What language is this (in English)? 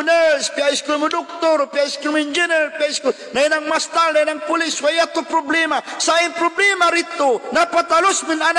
Tausug